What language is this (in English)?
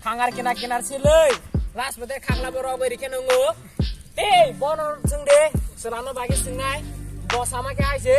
Kok Borok